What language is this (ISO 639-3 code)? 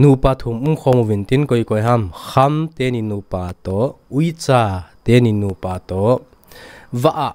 tcz